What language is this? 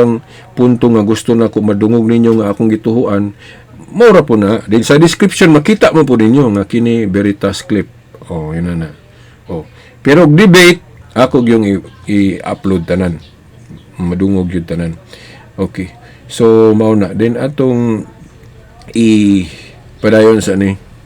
Cebuano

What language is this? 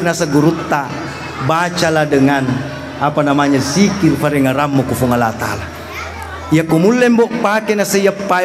Buginese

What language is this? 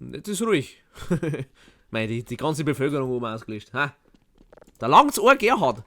Bavarian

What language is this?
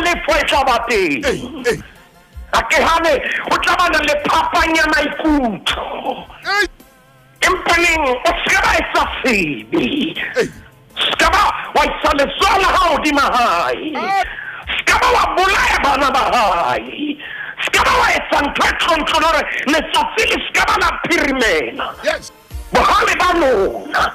Southern Sotho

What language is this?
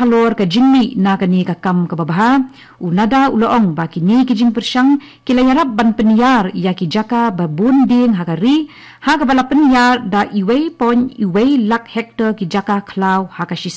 Khasi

